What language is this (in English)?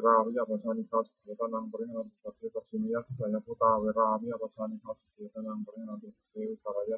Pali